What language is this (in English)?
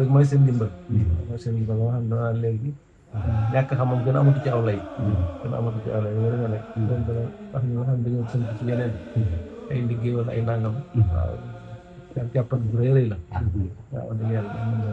Wolof